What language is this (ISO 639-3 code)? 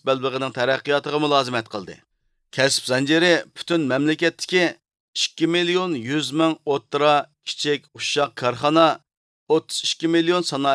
uig